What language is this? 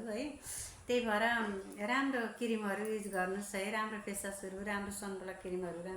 Nepali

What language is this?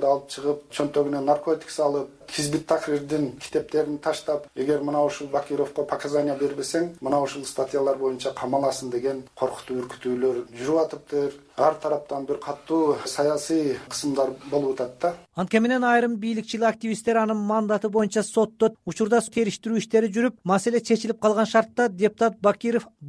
Kyrgyz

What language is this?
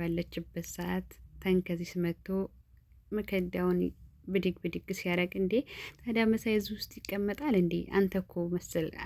Amharic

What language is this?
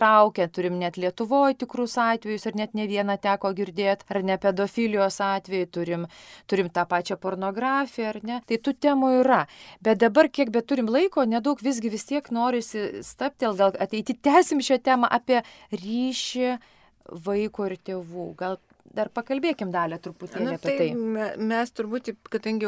Lithuanian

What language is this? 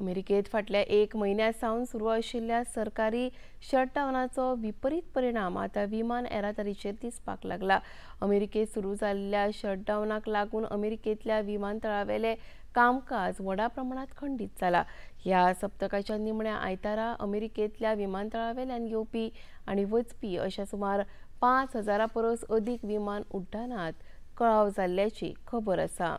Konkani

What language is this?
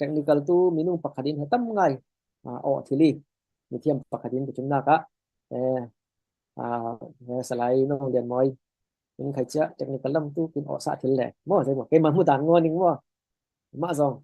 Falam Chin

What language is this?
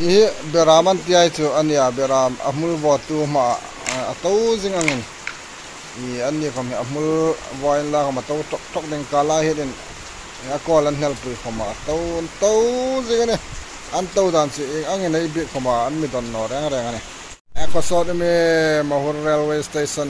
Hmar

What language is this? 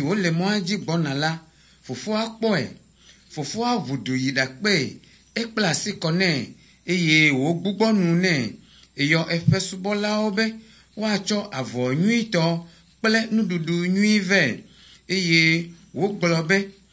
Ewe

